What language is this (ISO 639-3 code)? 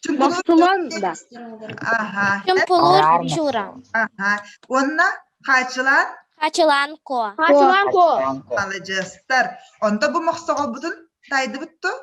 sah